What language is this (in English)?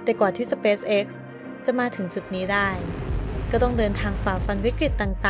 Thai